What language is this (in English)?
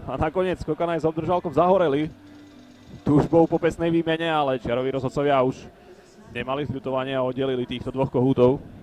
Slovak